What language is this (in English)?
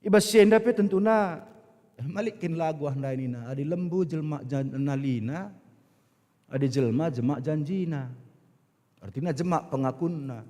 Batak Karo